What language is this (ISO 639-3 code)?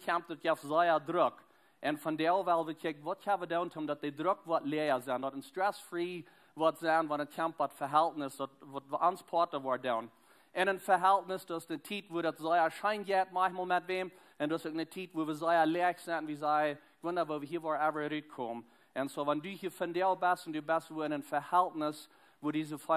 pdt